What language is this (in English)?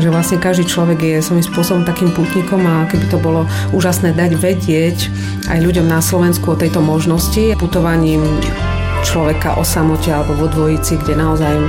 Slovak